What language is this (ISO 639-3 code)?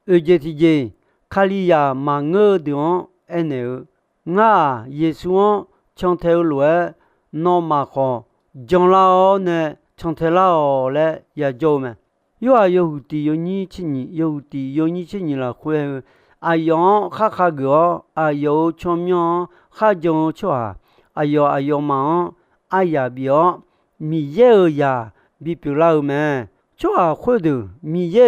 ahk